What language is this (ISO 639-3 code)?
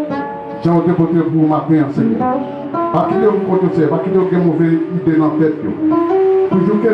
hat